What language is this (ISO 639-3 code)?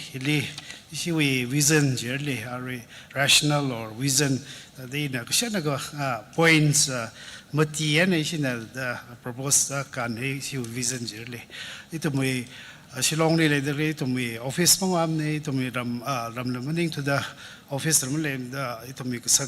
nmf